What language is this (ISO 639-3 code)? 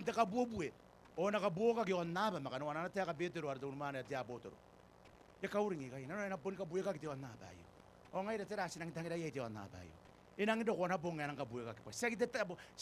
gil